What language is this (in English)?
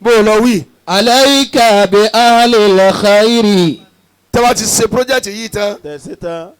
Yoruba